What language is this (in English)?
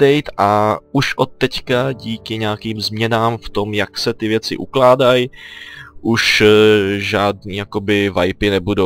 Czech